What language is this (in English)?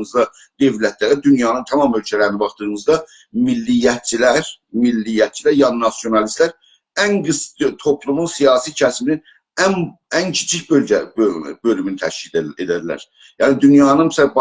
South Azerbaijani